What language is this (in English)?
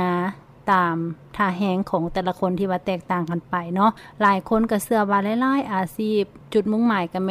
Lao